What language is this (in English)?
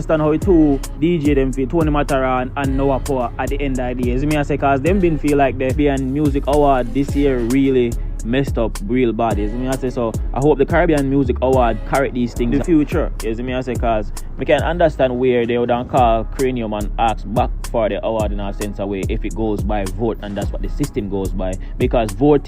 Jamaican Creole English